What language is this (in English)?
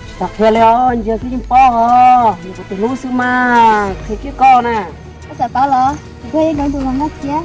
Hmong